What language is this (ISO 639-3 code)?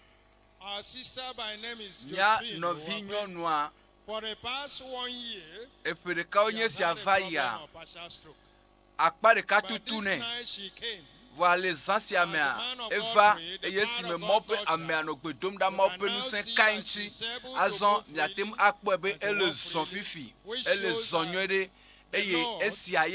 ewe